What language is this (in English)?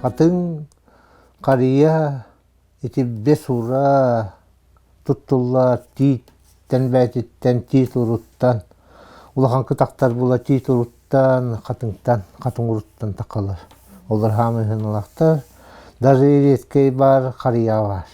Yakut